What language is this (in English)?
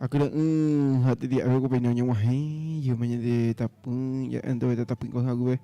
Guarani